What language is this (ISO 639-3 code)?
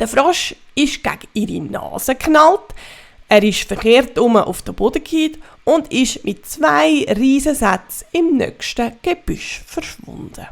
gsw